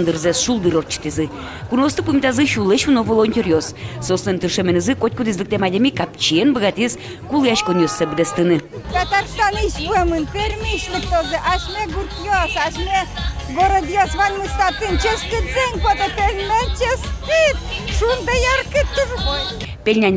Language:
Udmurt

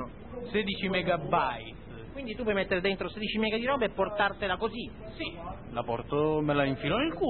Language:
Italian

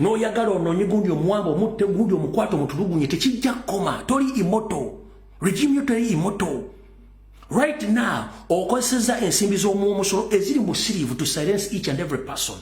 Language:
Ganda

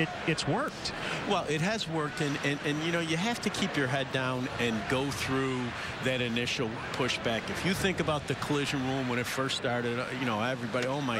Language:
English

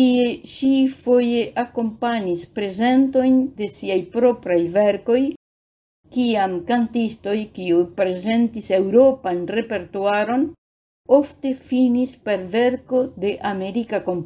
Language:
Esperanto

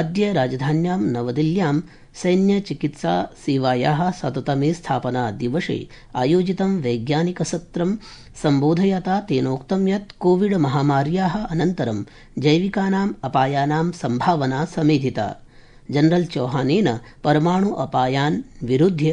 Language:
Sanskrit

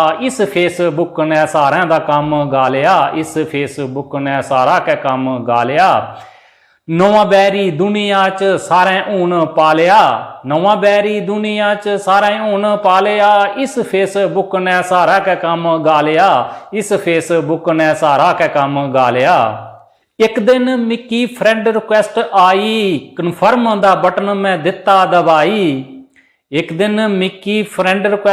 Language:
Dogri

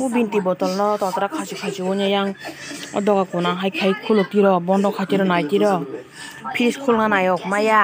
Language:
Kok Borok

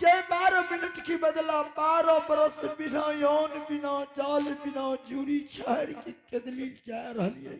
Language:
Angika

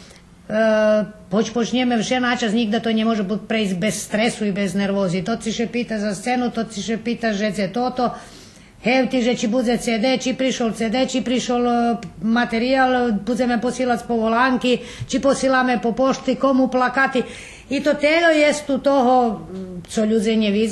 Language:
Rusyn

